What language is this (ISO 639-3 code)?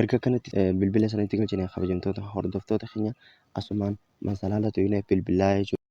orm